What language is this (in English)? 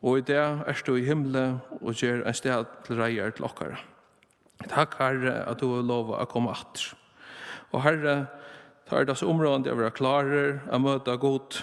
Faroese